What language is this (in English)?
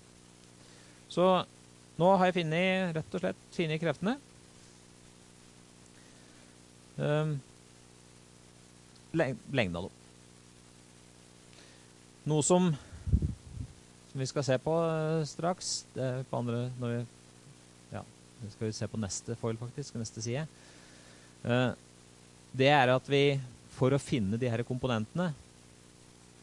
Norwegian